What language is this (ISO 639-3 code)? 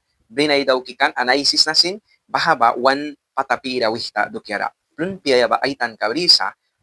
miq